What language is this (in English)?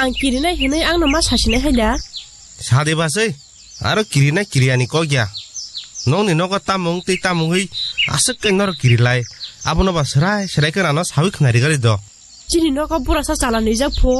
Kok Borok